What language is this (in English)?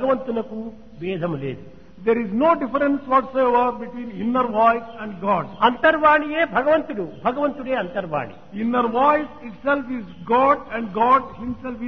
Telugu